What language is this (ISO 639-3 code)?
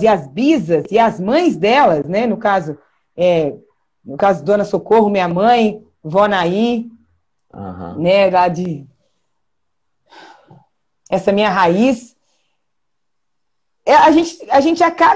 por